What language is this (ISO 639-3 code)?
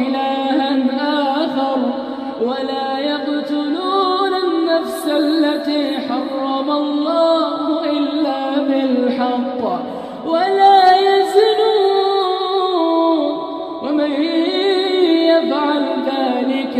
ara